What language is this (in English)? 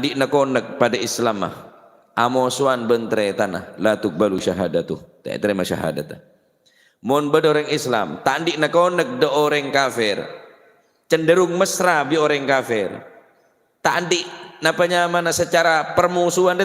Madurese